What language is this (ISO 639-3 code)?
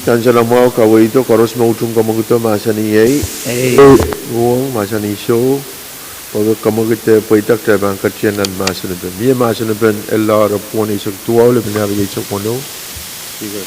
pon